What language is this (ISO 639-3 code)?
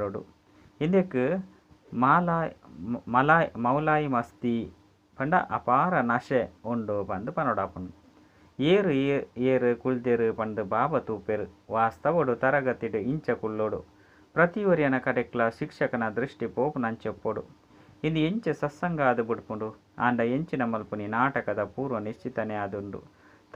tcy